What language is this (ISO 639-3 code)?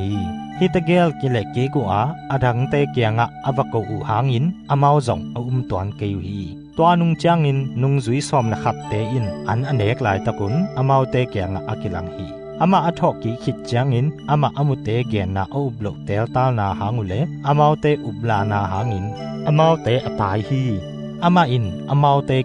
ctd